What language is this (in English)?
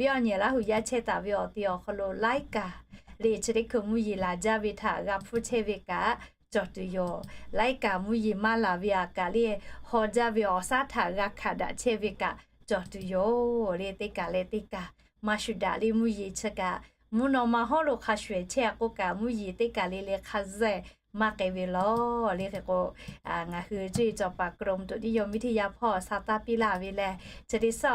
Lahu